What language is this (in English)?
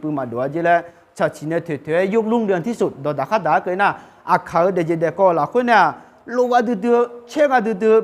Akha